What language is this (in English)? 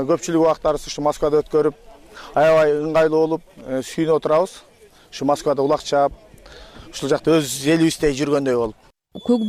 Kyrgyz